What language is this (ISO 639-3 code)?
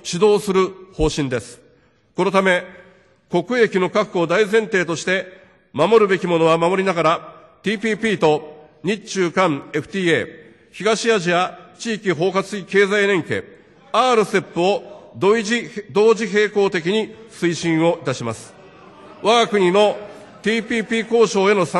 jpn